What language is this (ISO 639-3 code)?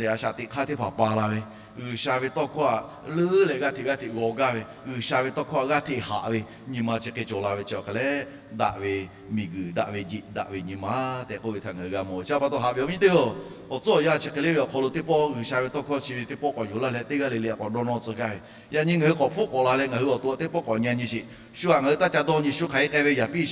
lhu